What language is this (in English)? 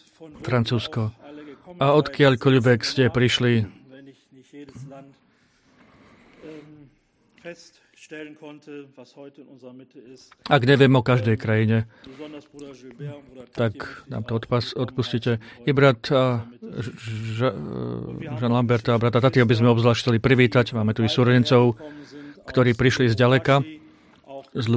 Slovak